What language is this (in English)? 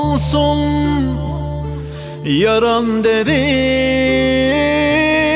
Turkish